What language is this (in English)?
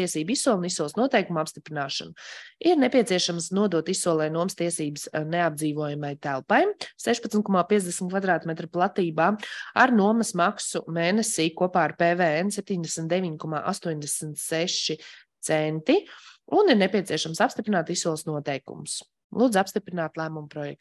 Latvian